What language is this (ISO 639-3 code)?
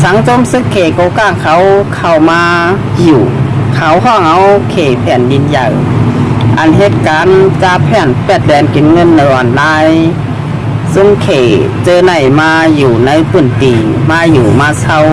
shn